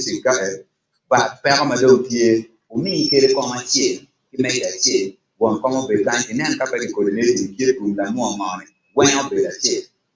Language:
Acoli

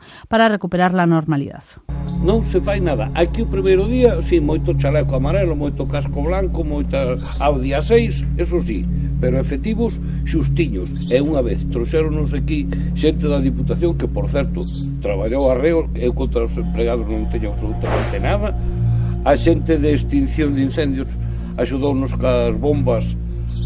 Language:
Galician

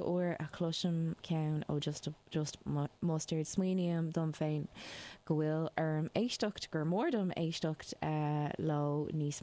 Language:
Irish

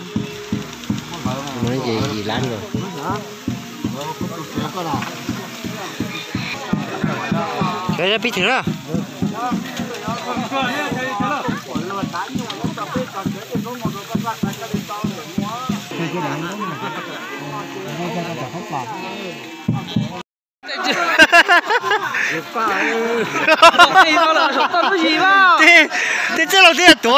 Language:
Vietnamese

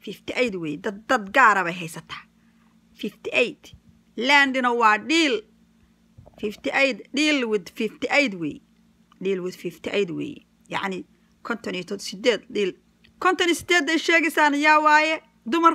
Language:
Somali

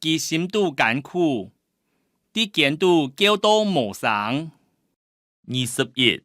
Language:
Hakka Chinese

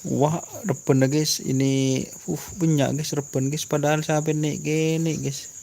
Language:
Madurese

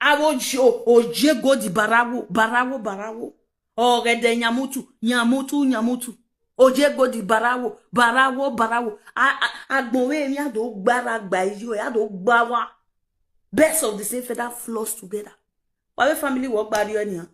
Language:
Nigerian Pidgin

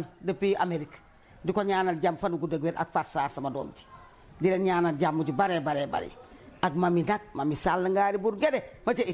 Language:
Wolof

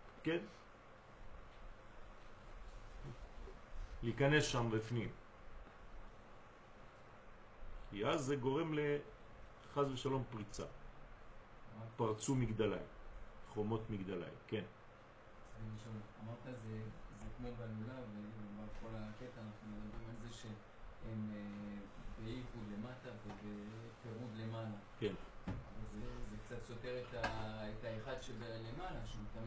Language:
Hebrew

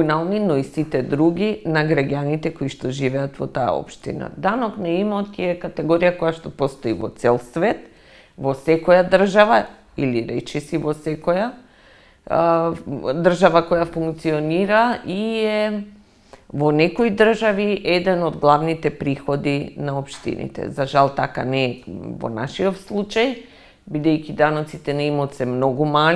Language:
Macedonian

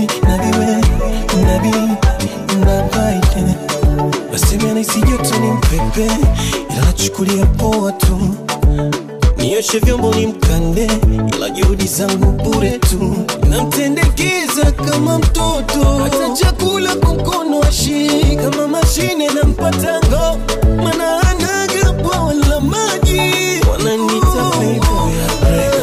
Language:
Swahili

